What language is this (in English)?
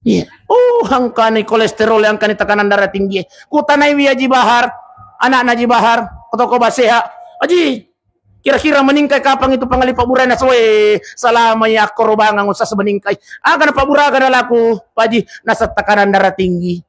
Buginese